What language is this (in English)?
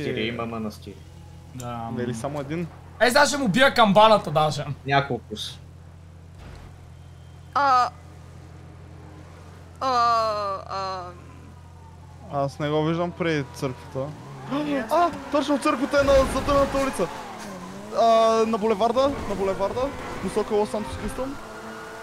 Bulgarian